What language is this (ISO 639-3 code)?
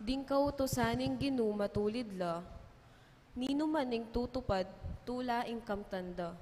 pam